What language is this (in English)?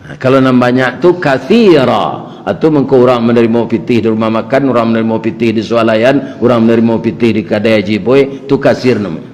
Minangkabau